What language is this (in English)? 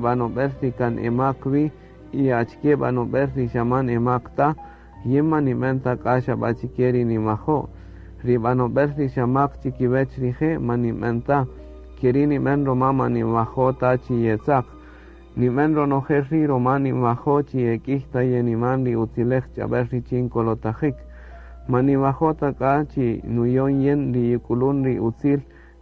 Kaqchikel